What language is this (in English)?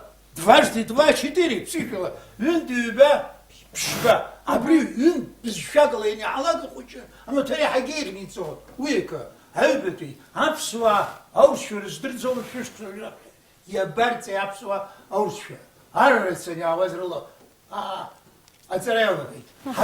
Abkhazian